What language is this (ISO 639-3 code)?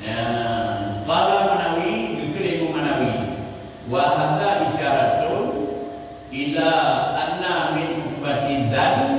ace